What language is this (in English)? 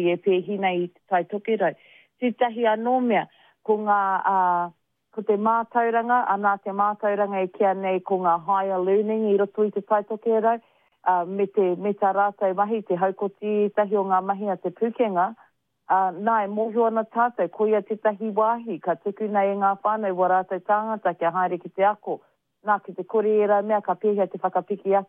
Māori